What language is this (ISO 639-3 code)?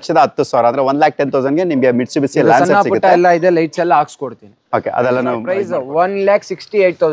kan